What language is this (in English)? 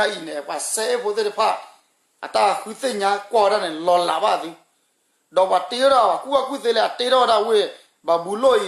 S'gaw Karen